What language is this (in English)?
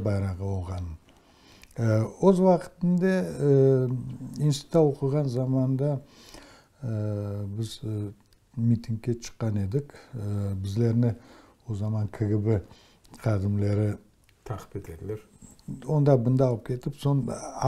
Crimean Tatar